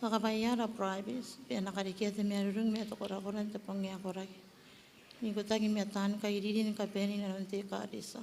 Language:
Gilbertese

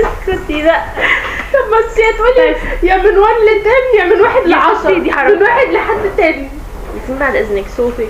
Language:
Egyptian Arabic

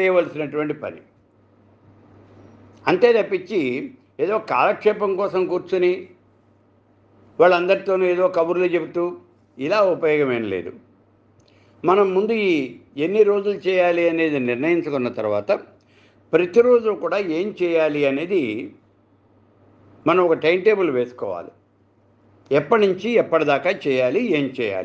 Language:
Telugu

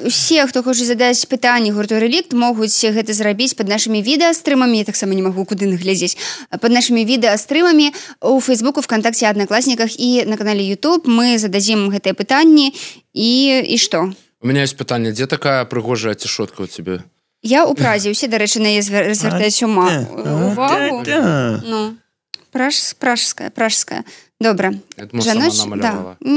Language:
Belarusian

